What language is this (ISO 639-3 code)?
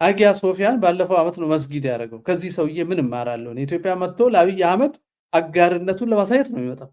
amh